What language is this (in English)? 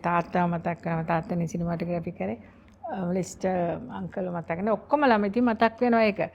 Sinhala